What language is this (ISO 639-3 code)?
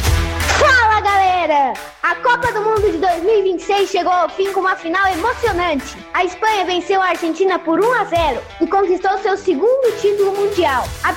por